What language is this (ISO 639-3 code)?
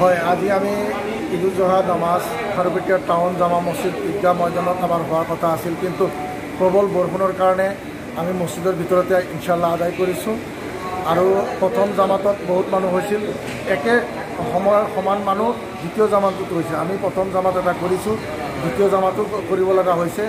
asm